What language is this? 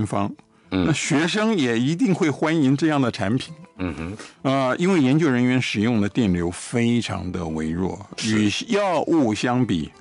Chinese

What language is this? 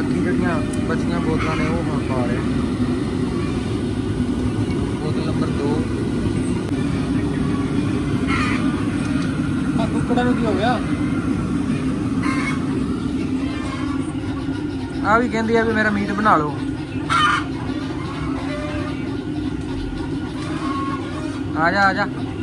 Punjabi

